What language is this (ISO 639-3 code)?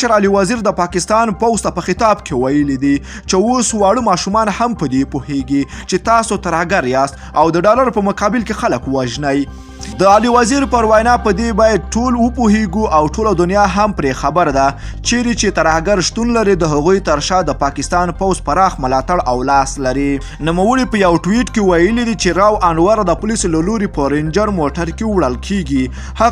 pus